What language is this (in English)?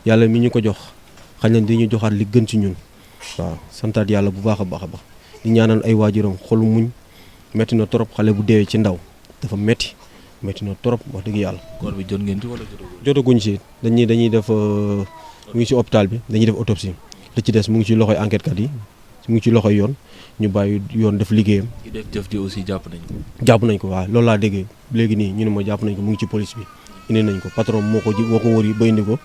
Wolof